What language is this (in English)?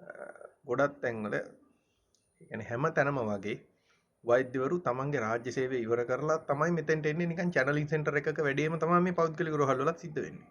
Sinhala